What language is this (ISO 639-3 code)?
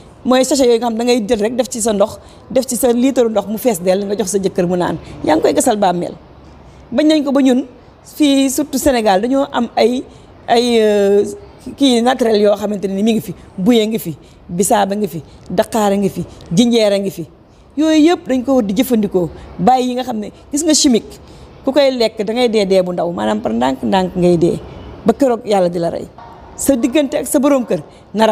wol